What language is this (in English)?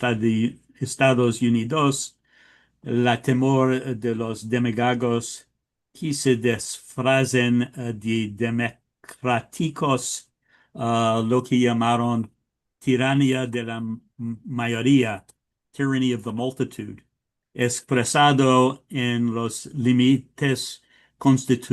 Ladino